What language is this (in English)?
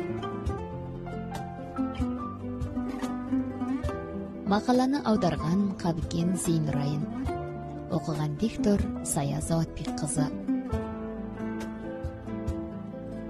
Kazakh